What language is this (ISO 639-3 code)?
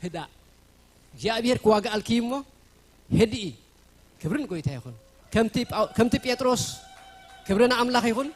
tir